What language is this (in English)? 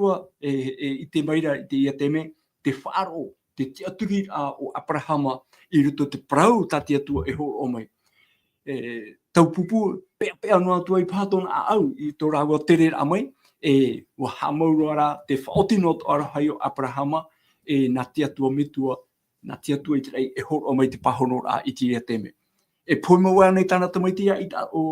Tahitian